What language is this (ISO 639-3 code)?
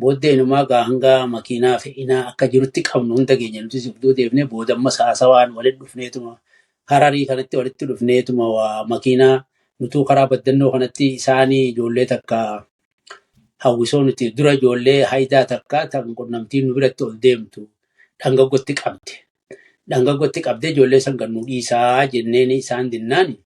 orm